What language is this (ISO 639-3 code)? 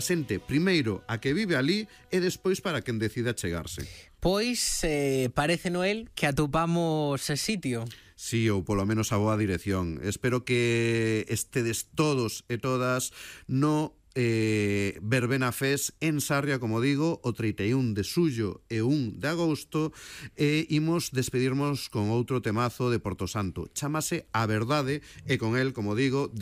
glg